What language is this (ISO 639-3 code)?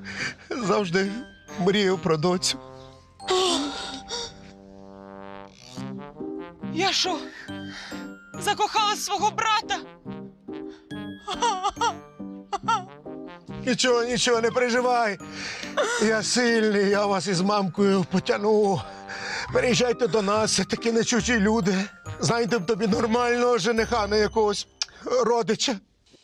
ukr